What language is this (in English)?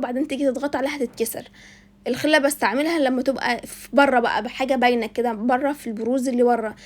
Egyptian Arabic